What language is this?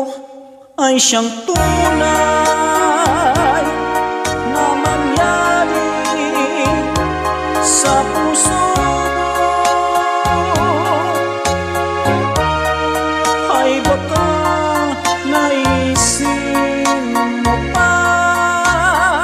Filipino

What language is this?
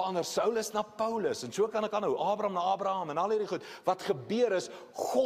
Afrikaans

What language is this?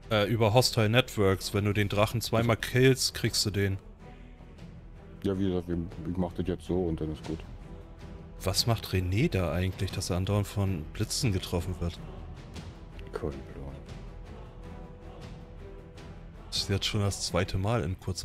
German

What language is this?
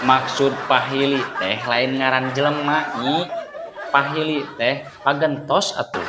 Sundanese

